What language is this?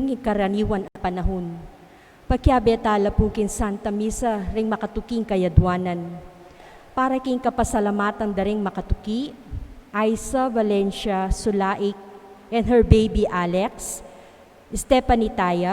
Pampanga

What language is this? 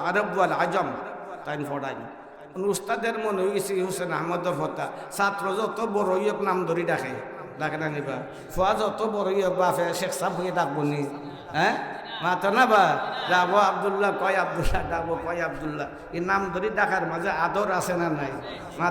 Sylheti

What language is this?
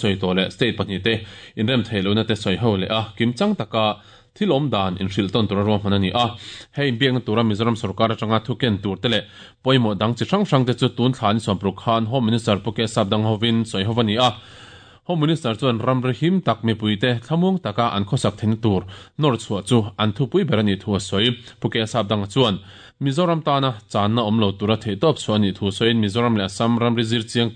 Mizo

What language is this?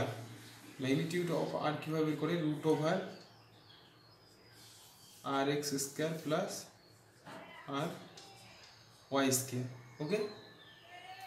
Bangla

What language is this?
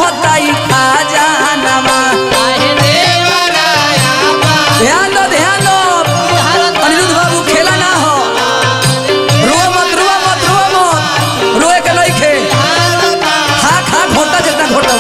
Bhojpuri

